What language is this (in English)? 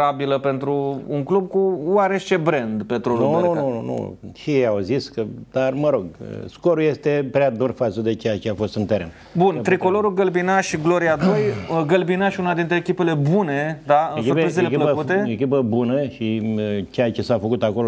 Romanian